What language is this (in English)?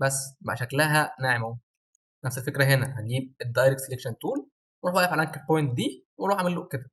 Egyptian Arabic